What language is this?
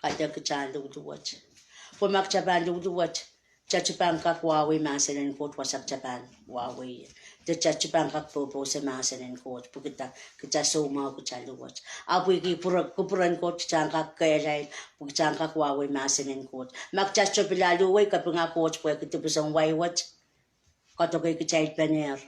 Pohnpeian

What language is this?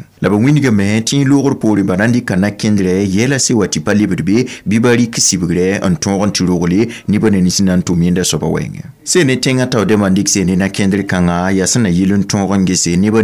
Mossi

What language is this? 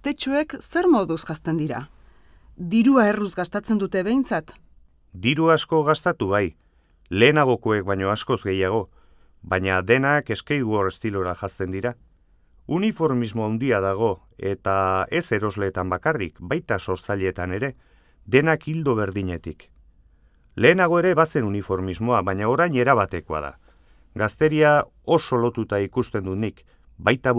Basque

